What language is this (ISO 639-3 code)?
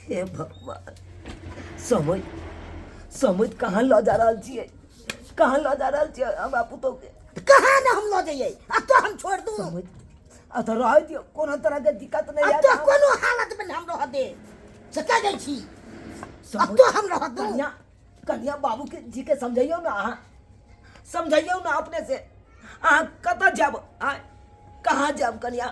mai